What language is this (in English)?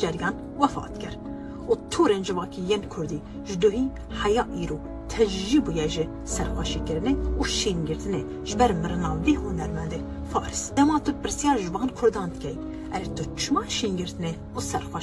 Kurdish